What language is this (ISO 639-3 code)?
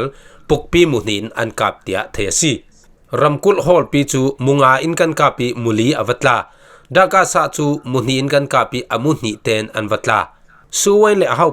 cfm